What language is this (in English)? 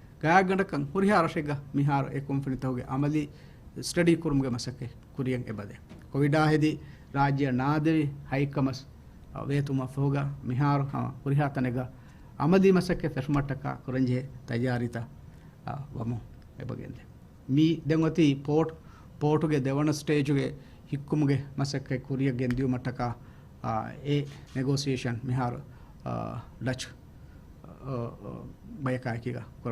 Divehi